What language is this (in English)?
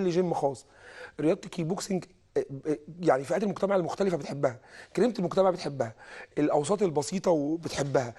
Egyptian Arabic